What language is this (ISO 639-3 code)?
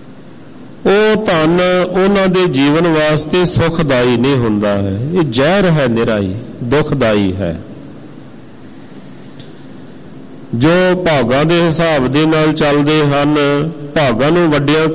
pan